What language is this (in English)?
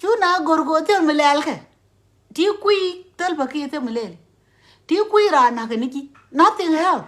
Nuer